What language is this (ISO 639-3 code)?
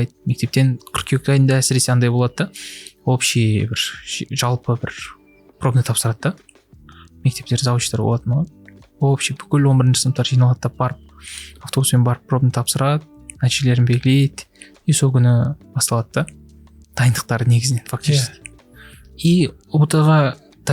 kaz